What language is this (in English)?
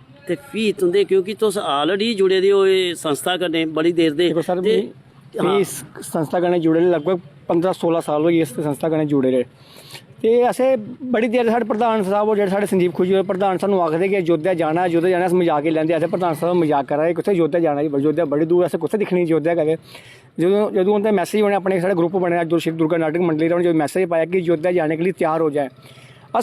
Dogri